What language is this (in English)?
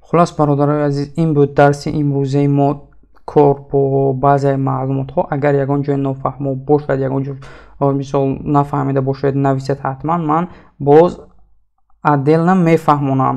Tajik